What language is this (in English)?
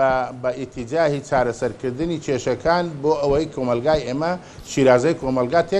Central Kurdish